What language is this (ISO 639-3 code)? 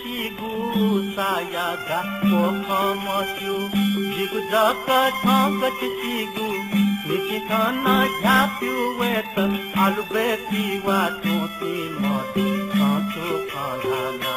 new